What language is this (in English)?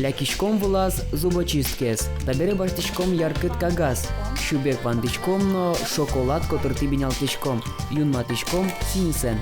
Udmurt